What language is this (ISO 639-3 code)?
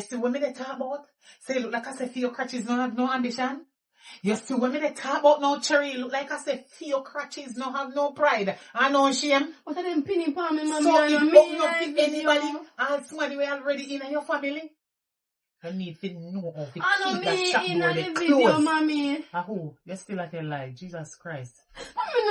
jam